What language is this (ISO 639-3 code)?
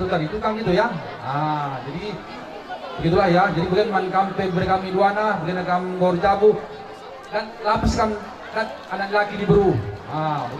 btx